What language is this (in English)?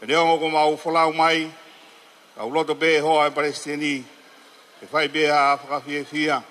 Tongan